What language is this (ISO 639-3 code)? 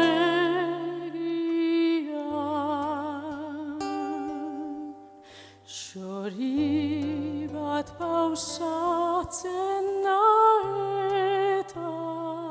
eus